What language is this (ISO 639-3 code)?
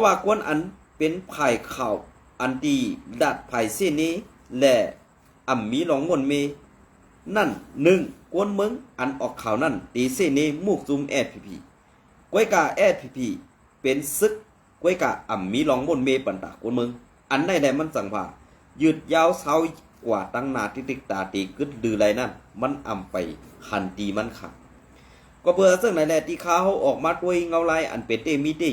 shn